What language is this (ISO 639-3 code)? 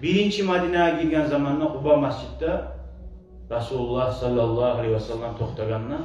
kum